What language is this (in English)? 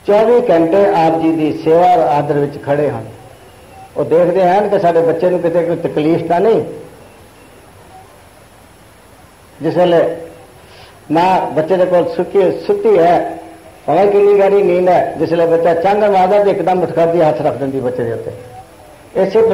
Punjabi